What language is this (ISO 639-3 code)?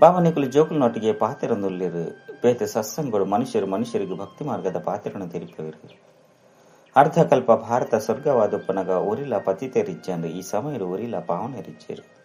tcy